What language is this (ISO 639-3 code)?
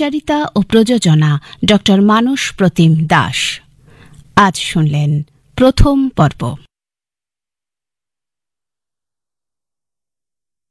ben